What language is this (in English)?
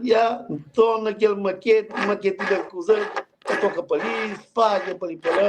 Kabuverdianu